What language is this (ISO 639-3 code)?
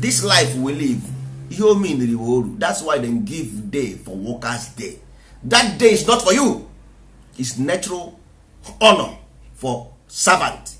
ibo